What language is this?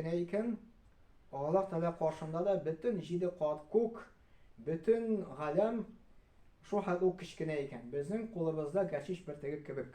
Tatar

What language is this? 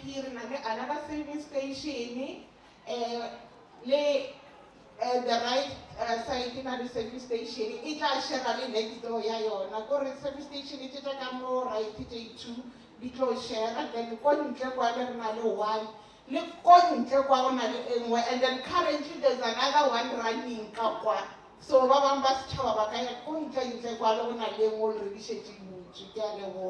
Northern Sotho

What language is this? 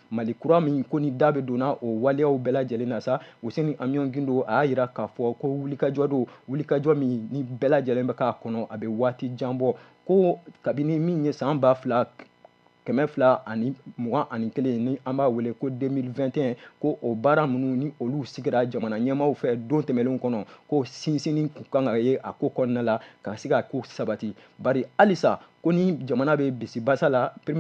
Bambara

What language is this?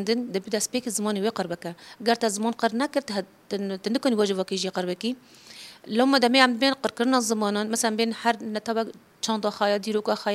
Kurdish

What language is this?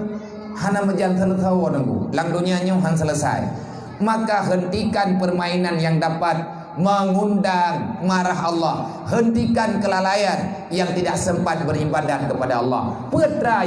Achinese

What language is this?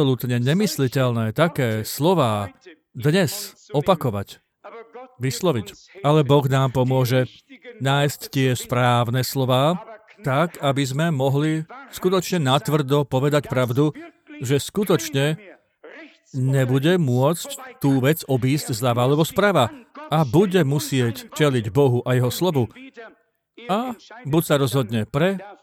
Slovak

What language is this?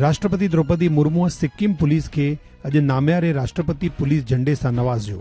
Sindhi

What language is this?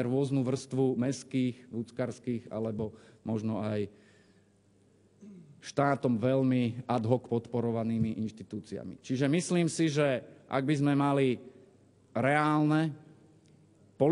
Slovak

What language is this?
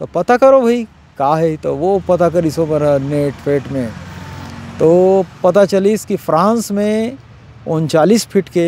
Chhattisgarhi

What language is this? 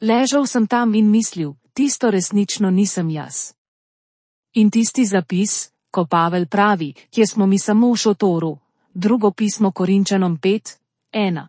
Slovenian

